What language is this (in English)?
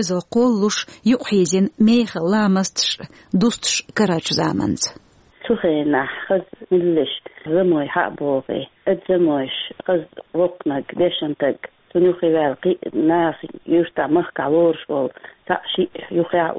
Chechen